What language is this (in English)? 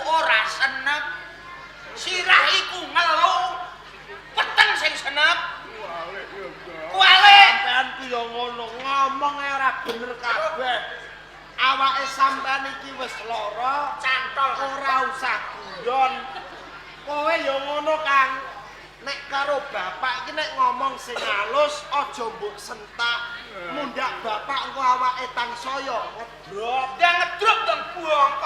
Javanese